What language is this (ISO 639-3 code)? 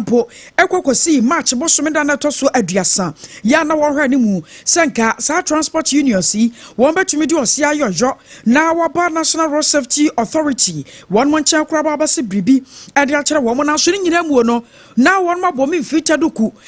aka